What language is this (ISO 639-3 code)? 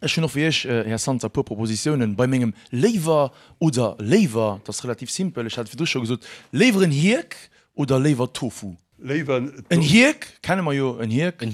ltz